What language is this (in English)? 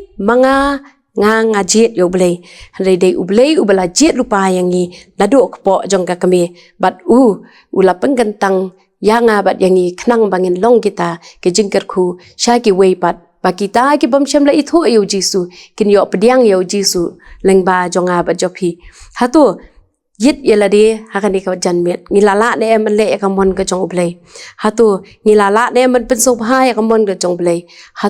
Khasi